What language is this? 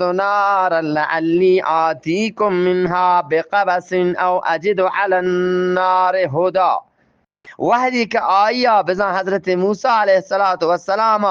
Eastern Balochi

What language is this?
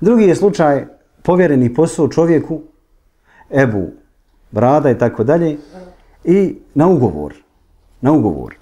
Bosnian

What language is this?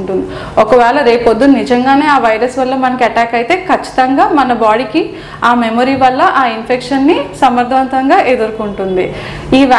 Telugu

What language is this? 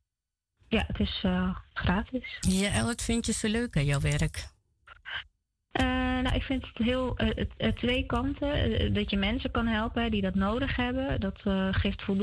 Dutch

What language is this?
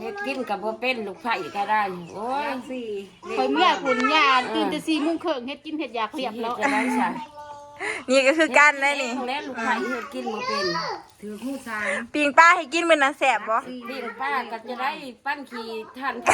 Lao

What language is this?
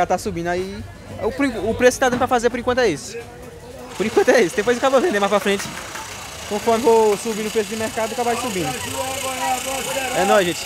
Portuguese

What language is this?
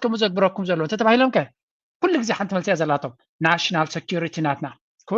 Tigrinya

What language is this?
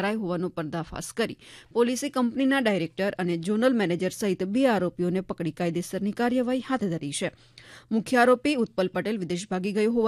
Gujarati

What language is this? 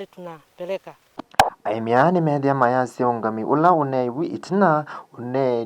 Kamba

